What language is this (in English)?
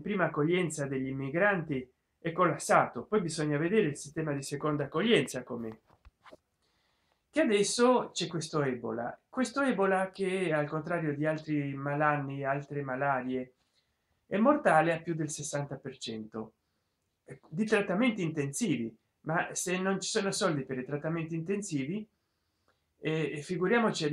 Italian